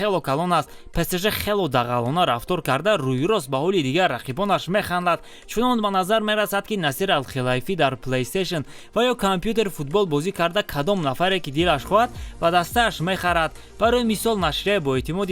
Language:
Tajik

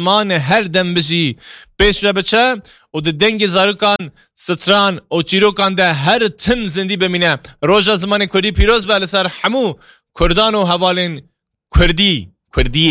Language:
Kurdish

